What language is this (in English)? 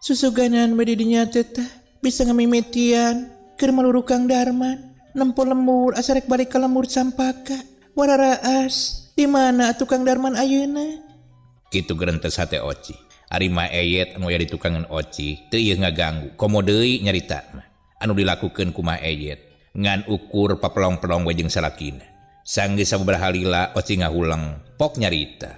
Sundanese